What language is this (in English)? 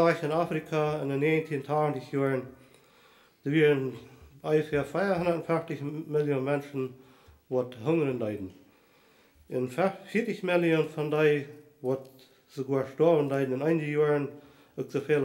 Plautdietsch